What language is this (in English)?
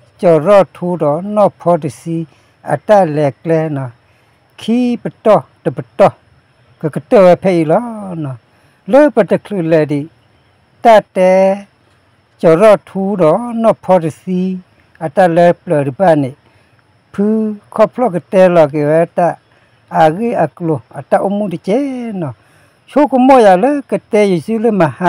S'gaw Karen